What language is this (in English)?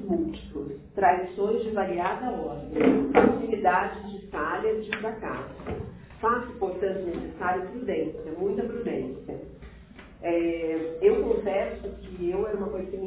Portuguese